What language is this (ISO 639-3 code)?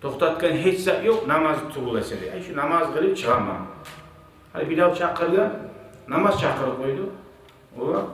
kum